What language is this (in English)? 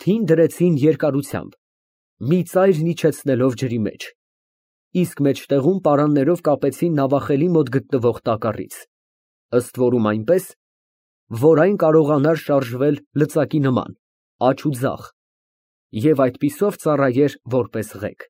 Armenian